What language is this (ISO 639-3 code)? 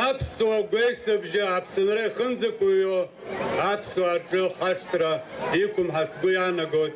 abk